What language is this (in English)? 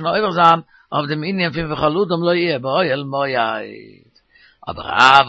Yiddish